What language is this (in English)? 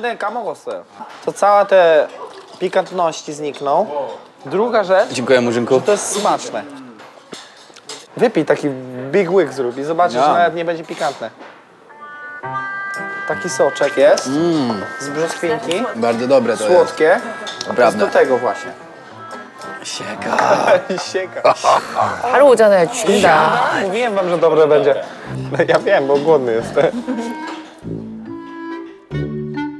Polish